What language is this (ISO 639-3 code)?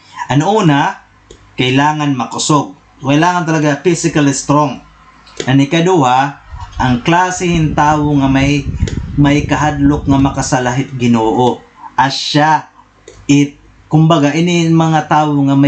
war